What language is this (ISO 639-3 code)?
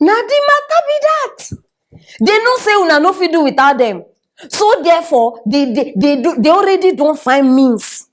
pcm